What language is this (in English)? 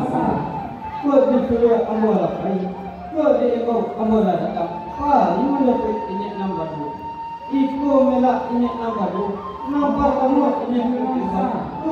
Minangkabau